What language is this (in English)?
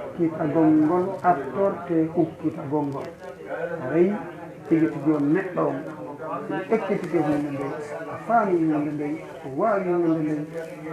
Fula